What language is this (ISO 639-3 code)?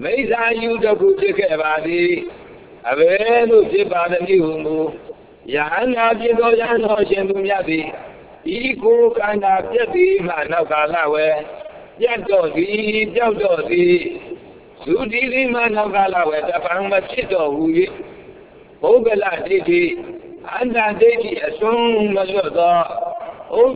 mya